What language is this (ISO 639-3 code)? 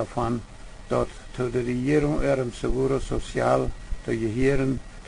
pdt